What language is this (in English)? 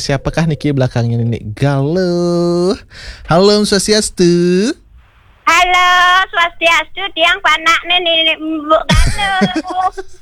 Balinese